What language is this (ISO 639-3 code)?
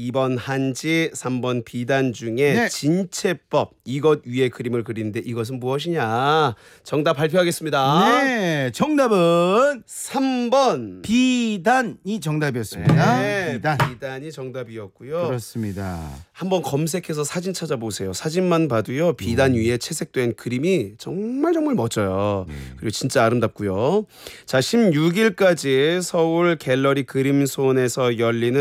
kor